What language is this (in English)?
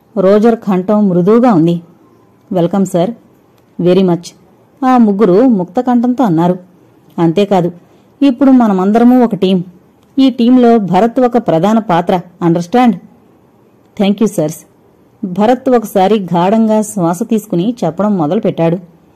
Telugu